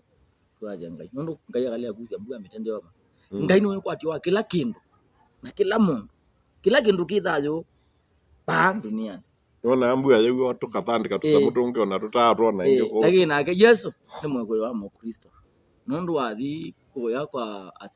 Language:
Kamba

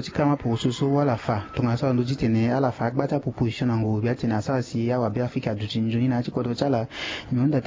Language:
Sango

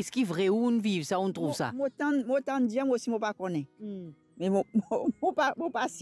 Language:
Morisyen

